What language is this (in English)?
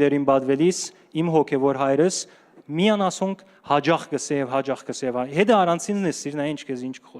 Western Armenian